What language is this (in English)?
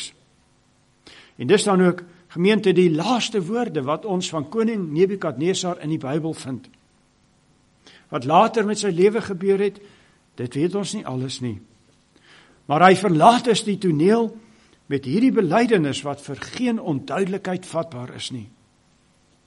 Afrikaans